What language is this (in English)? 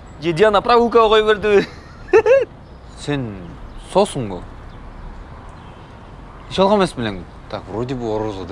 Kyrgyz